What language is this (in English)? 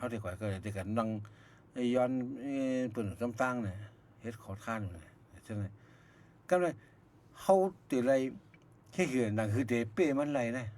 Shan